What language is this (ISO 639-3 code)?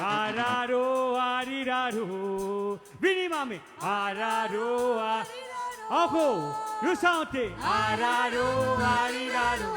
mfe